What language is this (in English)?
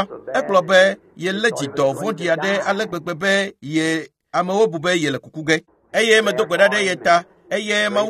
Ewe